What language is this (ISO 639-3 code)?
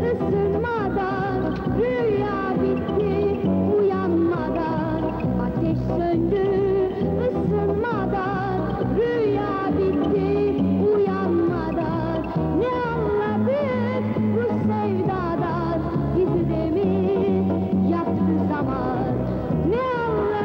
tur